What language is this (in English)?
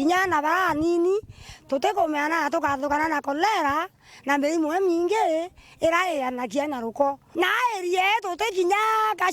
Meru